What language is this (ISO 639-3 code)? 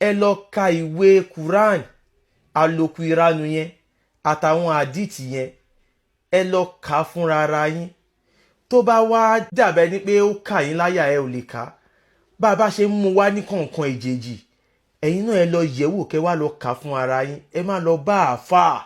yor